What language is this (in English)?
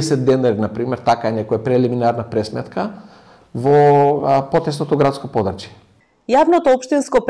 Macedonian